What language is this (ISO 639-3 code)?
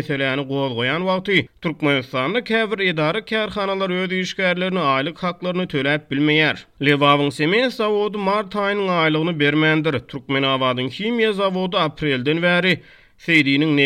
tuk